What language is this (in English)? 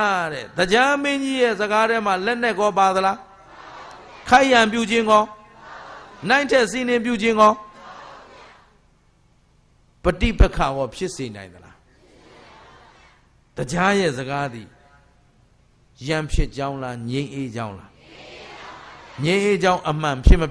Burmese